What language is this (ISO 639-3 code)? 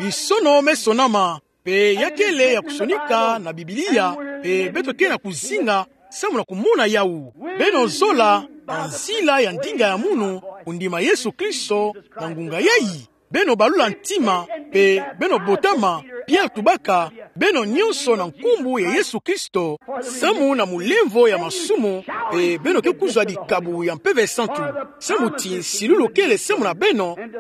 ktu